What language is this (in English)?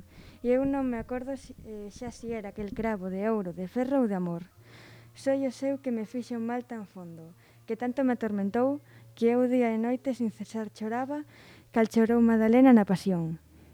Galician